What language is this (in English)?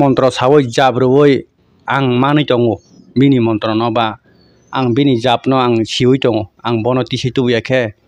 Kok Borok